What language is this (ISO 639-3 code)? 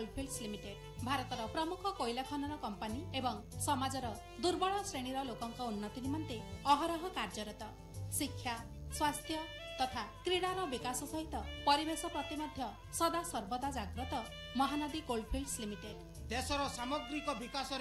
ori